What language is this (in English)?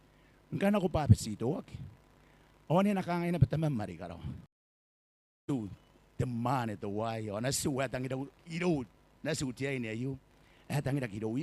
Gilbertese